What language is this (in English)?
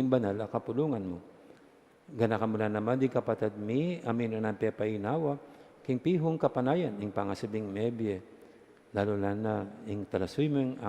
Pampanga